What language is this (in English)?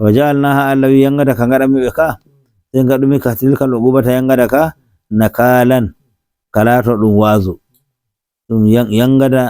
Nigerian Fulfulde